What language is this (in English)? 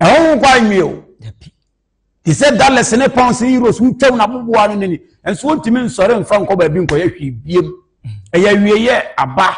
Akan